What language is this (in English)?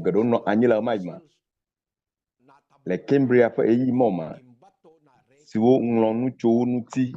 Ewe